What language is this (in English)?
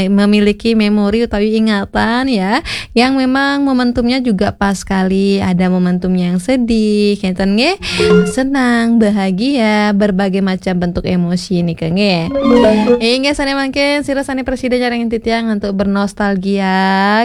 Balinese